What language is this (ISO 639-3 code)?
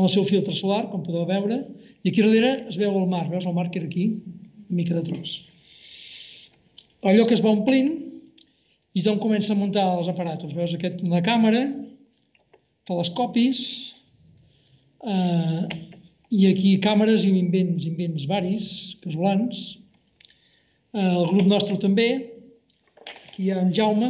cat